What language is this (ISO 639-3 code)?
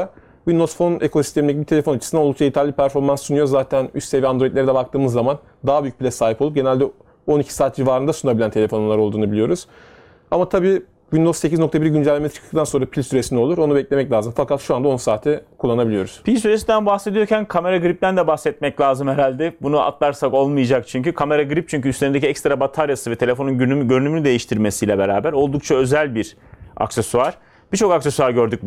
tur